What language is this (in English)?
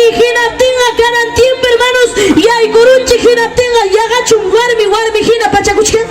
Ayacucho Quechua